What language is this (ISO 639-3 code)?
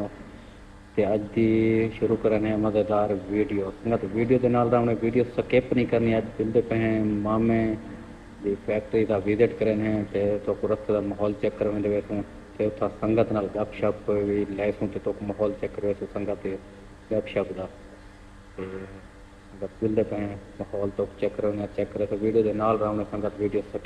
skr